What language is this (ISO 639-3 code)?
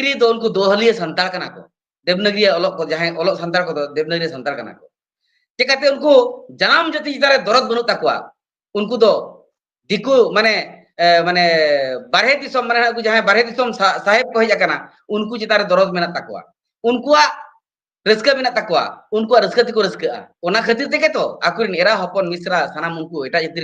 sat